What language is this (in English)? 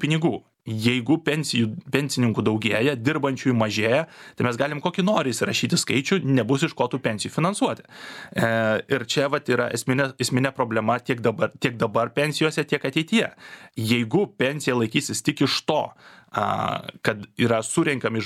Lithuanian